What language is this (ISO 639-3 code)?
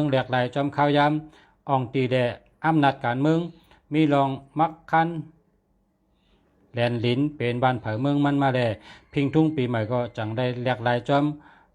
shn